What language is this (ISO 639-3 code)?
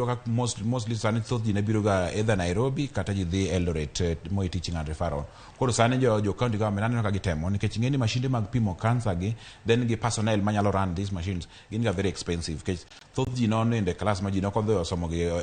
luo